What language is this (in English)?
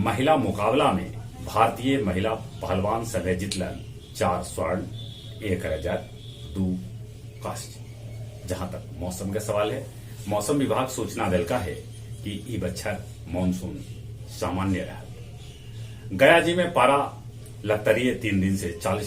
Magahi